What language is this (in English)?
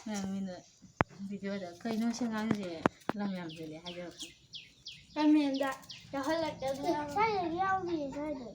Manipuri